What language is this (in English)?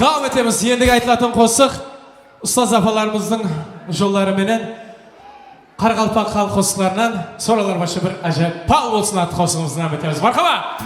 Kara-Kalpak